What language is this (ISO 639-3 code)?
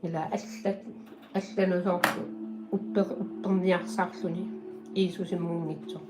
kal